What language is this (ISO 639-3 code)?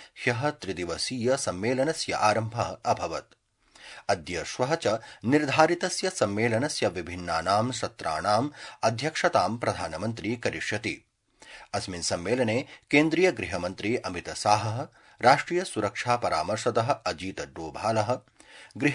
san